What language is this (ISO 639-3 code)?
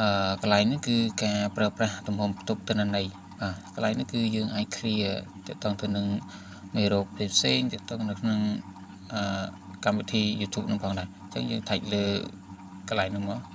khm